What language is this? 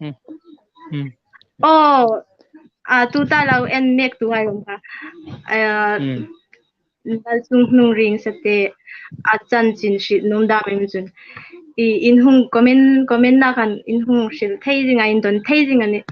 Hmar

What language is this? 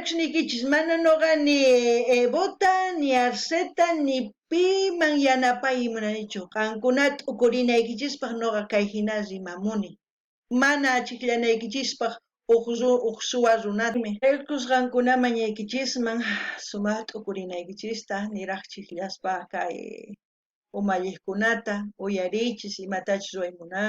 South Bolivian Quechua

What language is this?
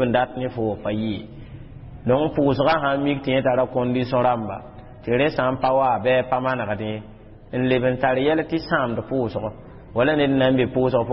Mossi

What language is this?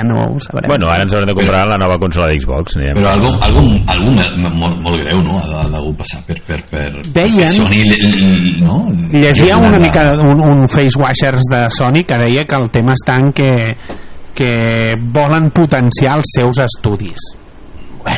Catalan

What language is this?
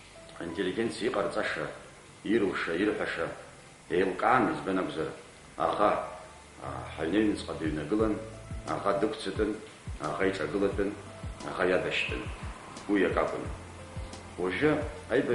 Abkhazian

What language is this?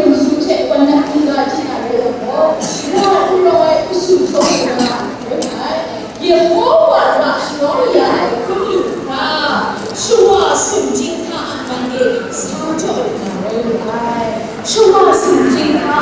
Kachin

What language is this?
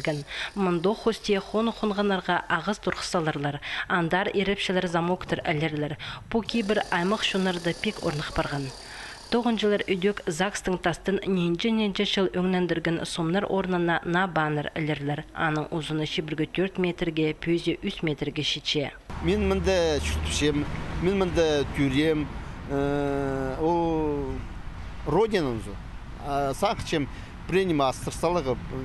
Khakas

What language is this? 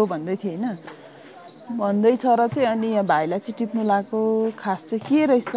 Nepali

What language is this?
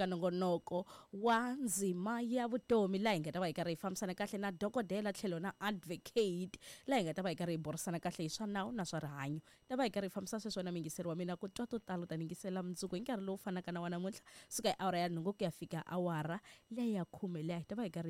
Tsonga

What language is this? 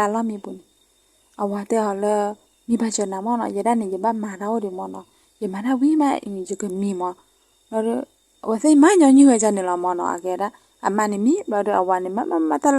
S'gaw Karen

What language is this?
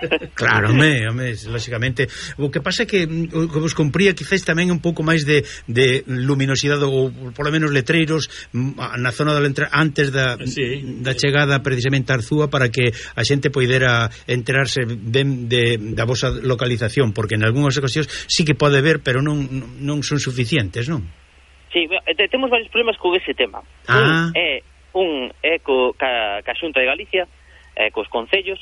Galician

